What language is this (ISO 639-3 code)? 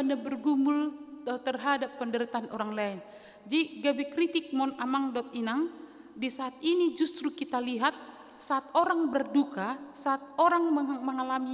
bbc